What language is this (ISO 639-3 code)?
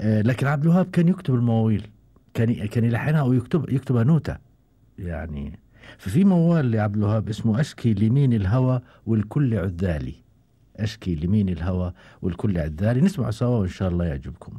afb